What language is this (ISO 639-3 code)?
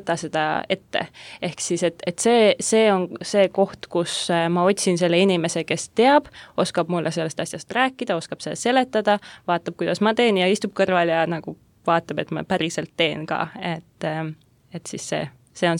est